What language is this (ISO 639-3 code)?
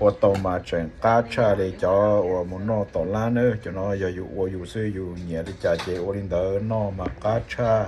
hmn